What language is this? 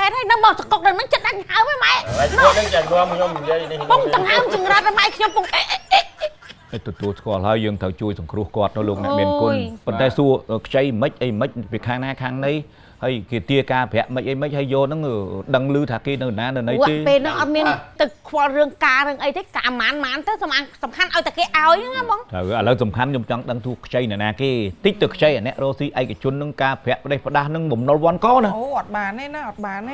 Khmer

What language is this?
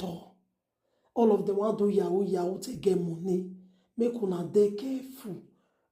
Nigerian Pidgin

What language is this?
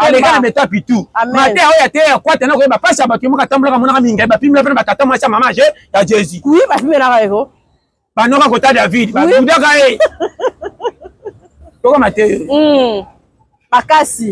Lingala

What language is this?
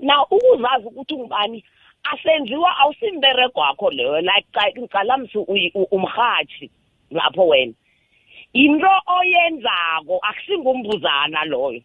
South Ndebele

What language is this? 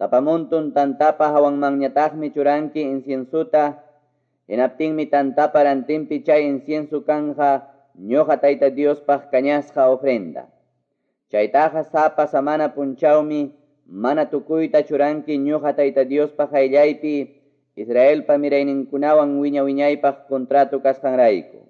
Quechua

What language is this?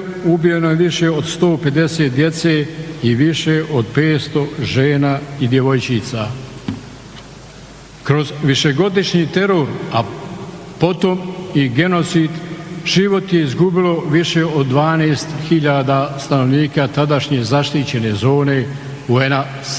Bosnian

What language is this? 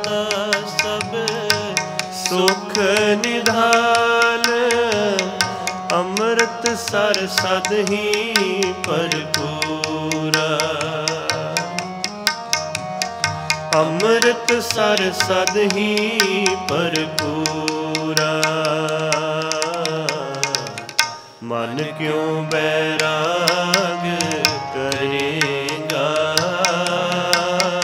Punjabi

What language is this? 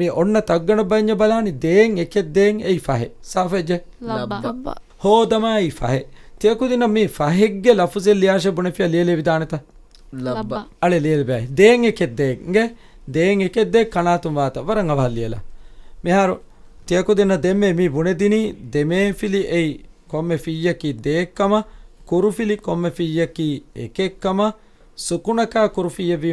Divehi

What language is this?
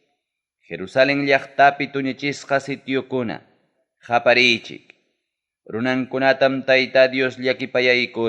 Ayacucho Quechua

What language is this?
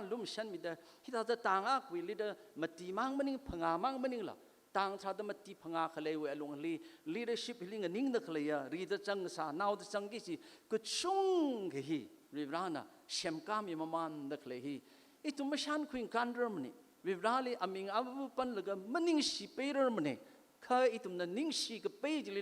Tangkhul Naga (India)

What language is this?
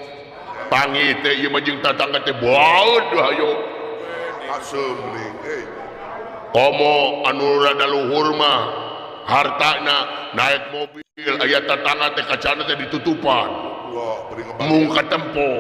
Sundanese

